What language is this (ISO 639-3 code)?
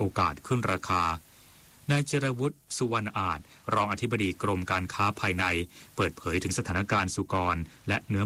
tha